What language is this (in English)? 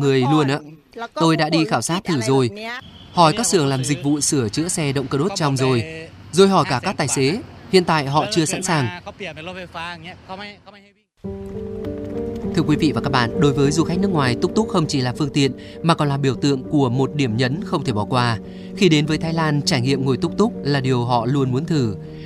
Vietnamese